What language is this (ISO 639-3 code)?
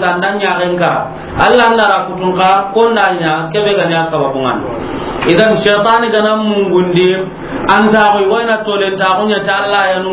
snk